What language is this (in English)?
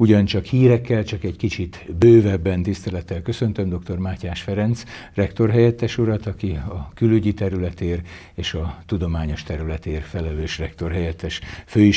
Hungarian